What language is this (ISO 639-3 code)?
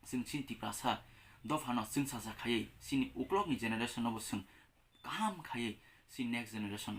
trp